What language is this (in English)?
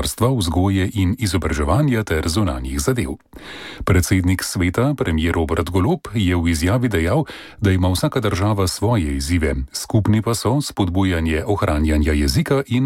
Slovenian